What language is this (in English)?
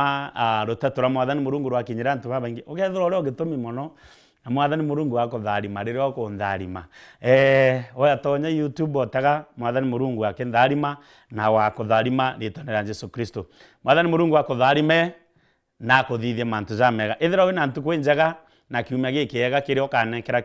Meru